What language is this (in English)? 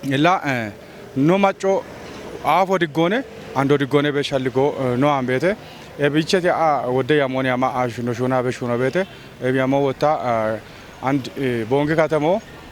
Kafa